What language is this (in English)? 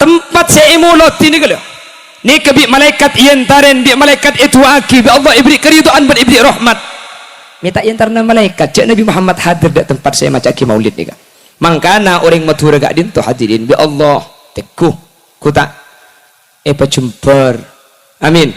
Madurese